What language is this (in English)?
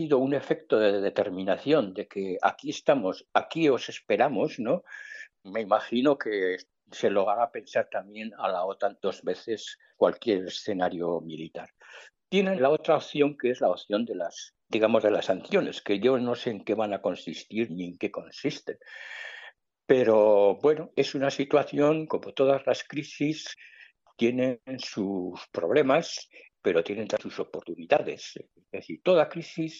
Spanish